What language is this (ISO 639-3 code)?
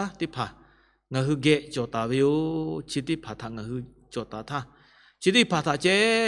lhu